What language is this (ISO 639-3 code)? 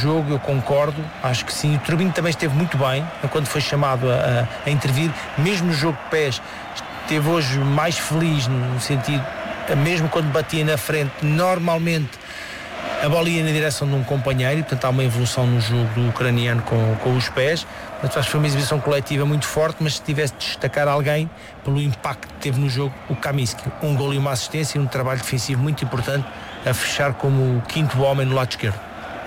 por